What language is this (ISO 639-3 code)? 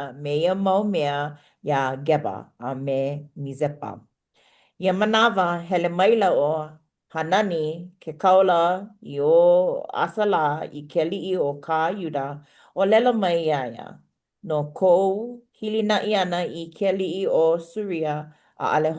haw